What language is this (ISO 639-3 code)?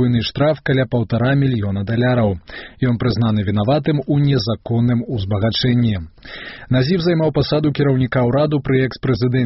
bel